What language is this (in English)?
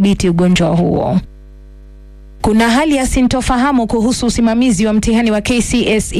Swahili